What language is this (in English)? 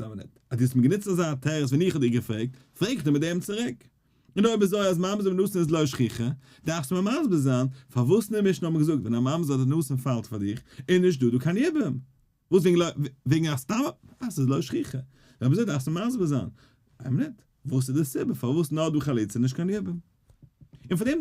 Yiddish